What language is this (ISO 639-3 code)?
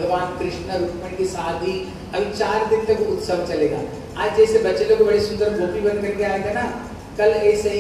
hin